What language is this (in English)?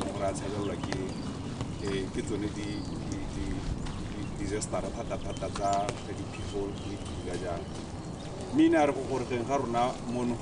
Tswana